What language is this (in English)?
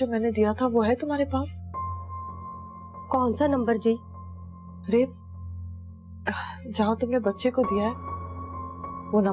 Hindi